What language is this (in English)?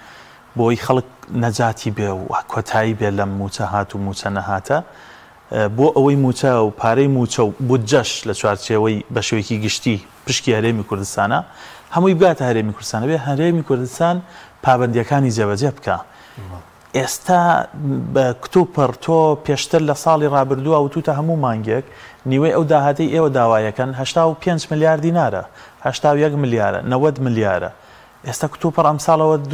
Central Kurdish